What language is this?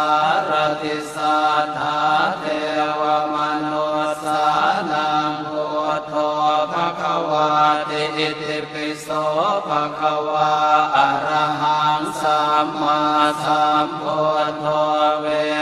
Pali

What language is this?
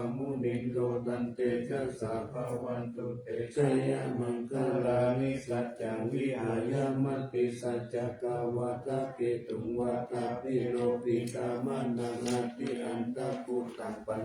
Pali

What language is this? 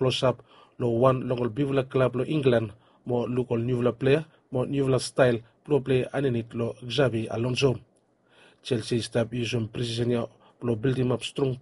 Bislama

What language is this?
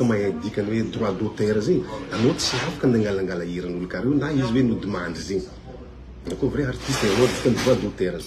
Malagasy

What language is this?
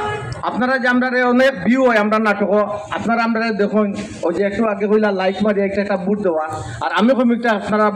Sylheti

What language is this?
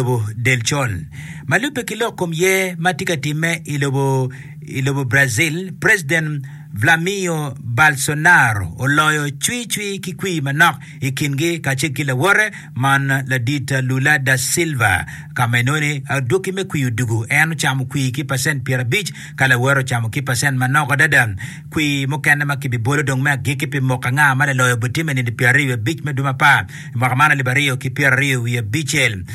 Acoli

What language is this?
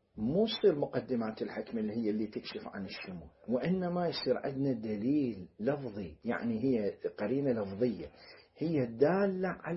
Mesopotamian Arabic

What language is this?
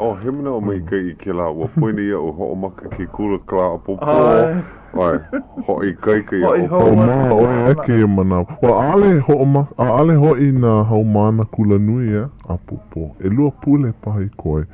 Hawaiian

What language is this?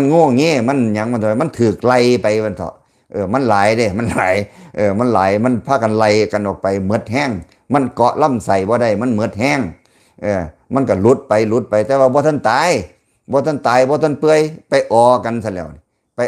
Lao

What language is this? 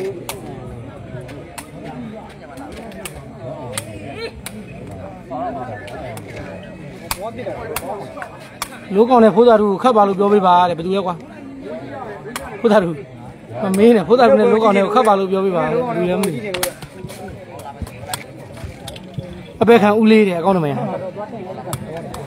Burmese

